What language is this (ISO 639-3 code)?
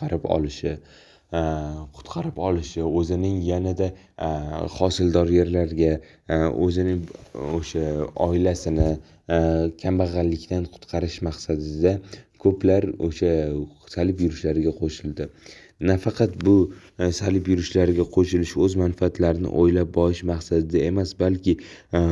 uzb